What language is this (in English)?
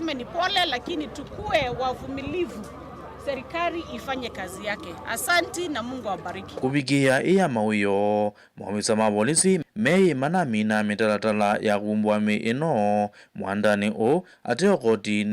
Kamba